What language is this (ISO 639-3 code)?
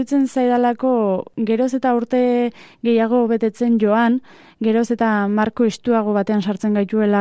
eus